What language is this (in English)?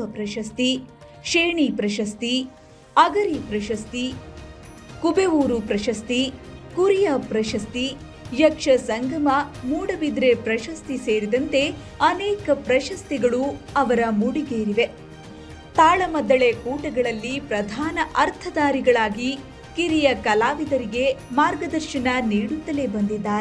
Kannada